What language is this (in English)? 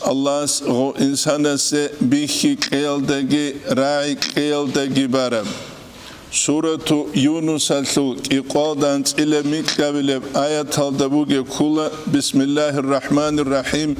Avaric